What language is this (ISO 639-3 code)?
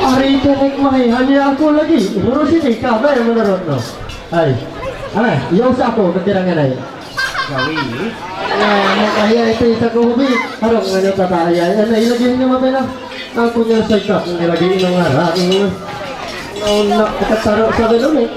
mhy